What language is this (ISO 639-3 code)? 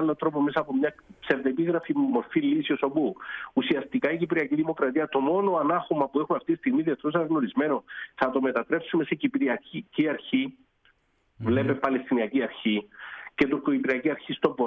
ell